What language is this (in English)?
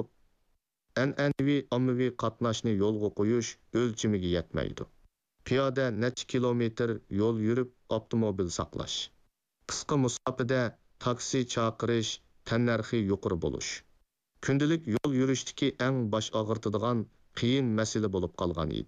Uyghur